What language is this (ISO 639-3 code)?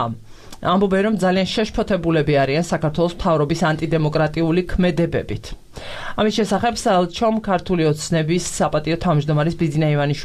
kat